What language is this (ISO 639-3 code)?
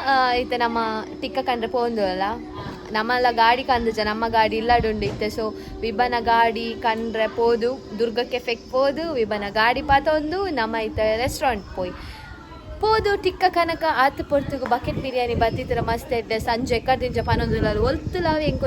tcy